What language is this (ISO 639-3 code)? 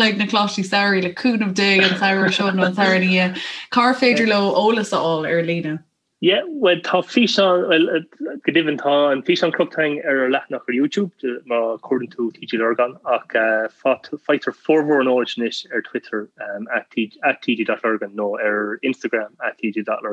gle